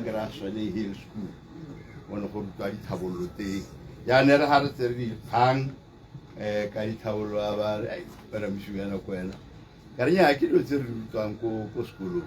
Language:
Tswana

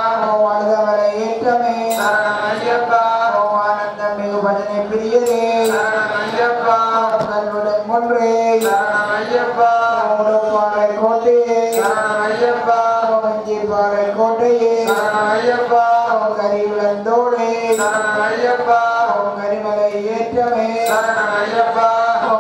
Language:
Tamil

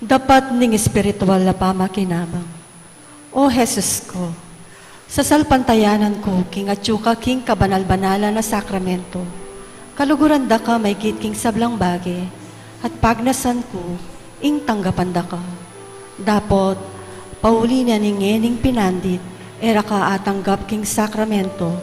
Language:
Pampanga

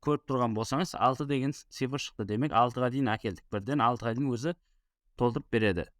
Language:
Kara-Kalpak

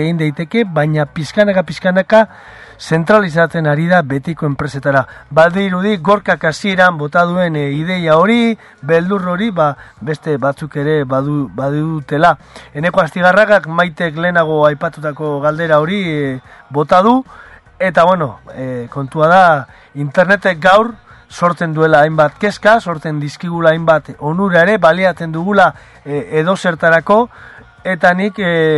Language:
Basque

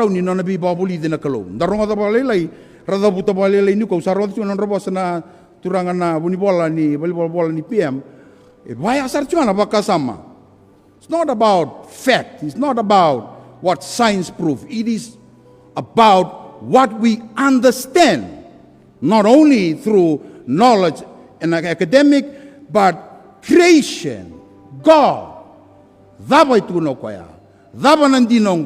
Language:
Fijian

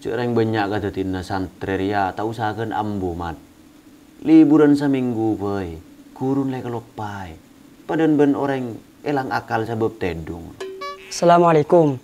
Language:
Madurese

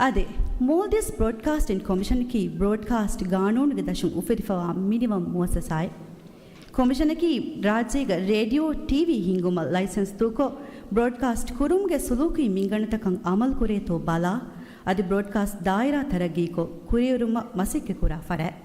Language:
Divehi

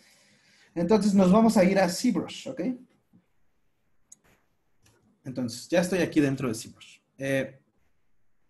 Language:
Spanish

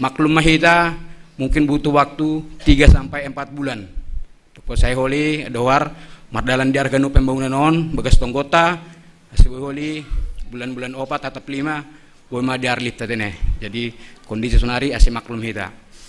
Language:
Batak Simalungun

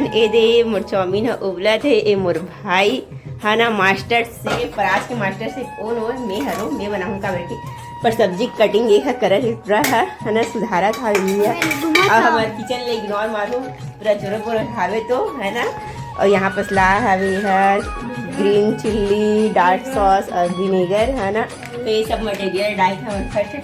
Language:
Chhattisgarhi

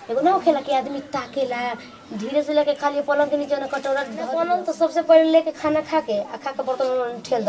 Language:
Bhojpuri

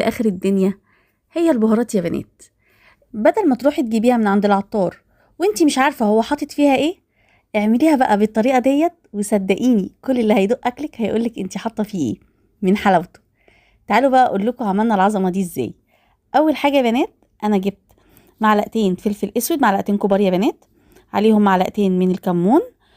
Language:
Egyptian Arabic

